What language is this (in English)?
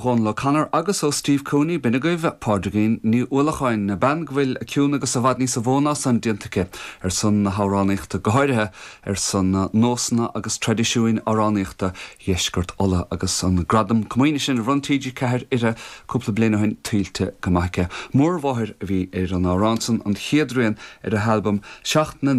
Irish